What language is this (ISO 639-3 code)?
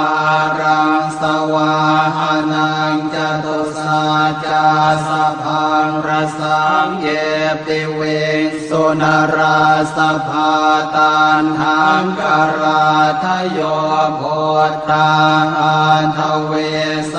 pli